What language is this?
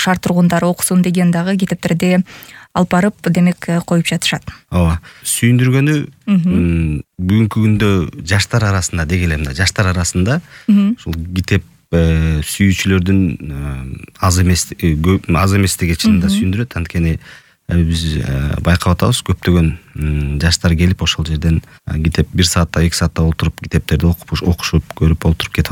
Kyrgyz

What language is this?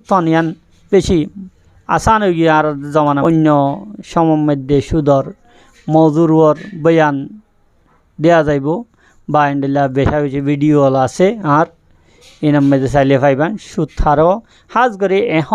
Rohingya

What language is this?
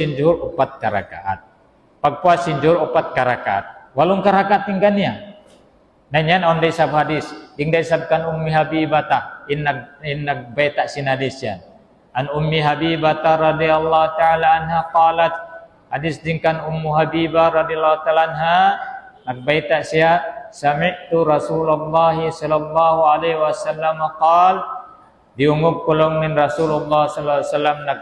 Tausug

